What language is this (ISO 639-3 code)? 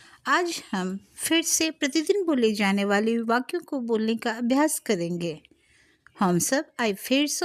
mai